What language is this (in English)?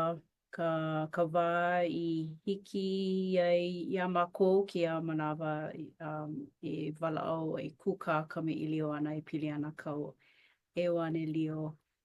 Hawaiian